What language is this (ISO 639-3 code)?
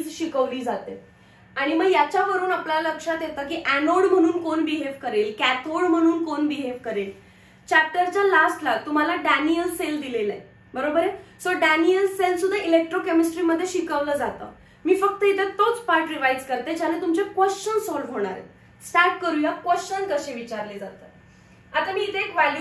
mar